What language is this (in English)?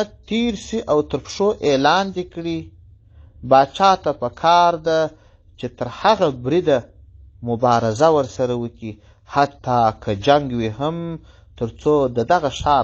Pashto